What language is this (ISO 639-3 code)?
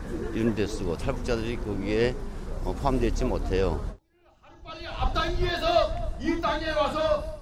kor